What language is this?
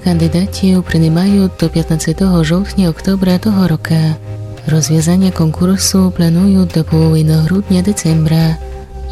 Polish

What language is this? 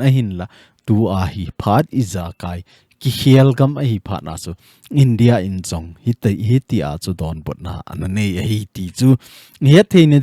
Thado Chin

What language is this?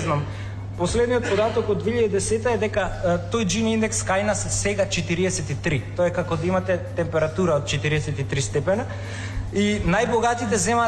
Macedonian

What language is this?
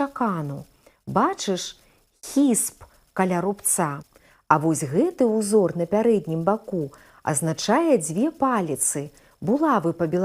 Belarusian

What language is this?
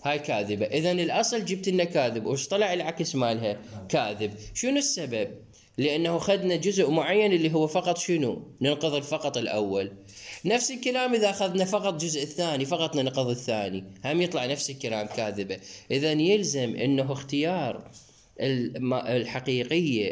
Mesopotamian Arabic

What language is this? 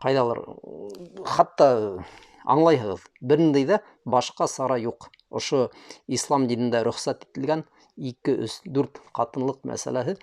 Bashkir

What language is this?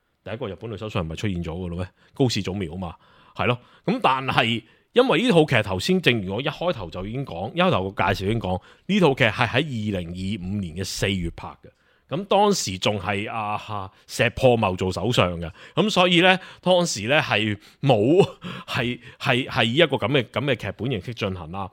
Cantonese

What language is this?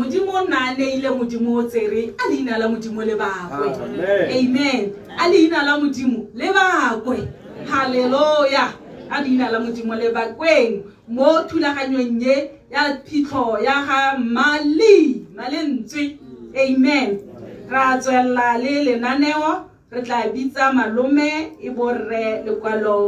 Tswana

